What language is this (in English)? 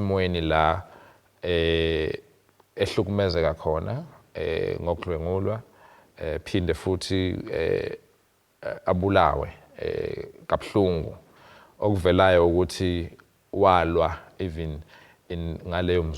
Zulu